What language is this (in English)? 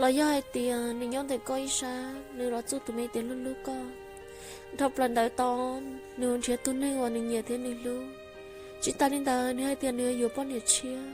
Hmong